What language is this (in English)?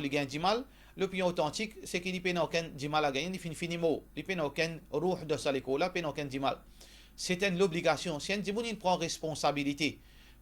Morisyen